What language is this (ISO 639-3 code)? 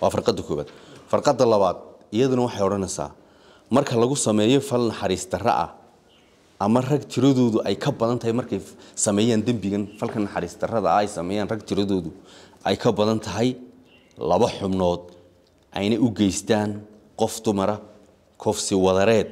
som